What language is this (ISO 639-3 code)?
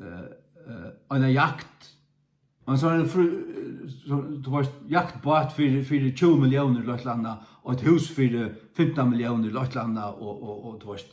fao